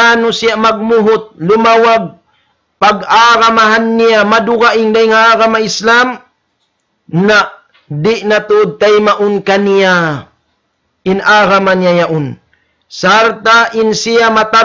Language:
Tausug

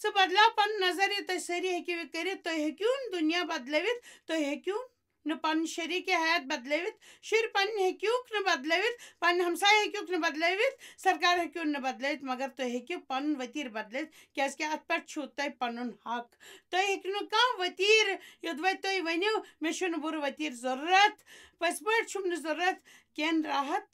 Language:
Kashmiri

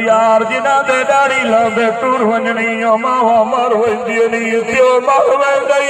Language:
Saraiki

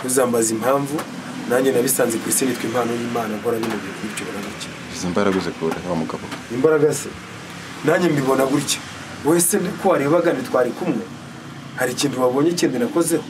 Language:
Kinyarwanda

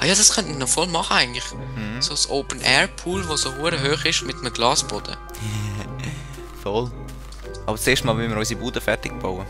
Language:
Swiss German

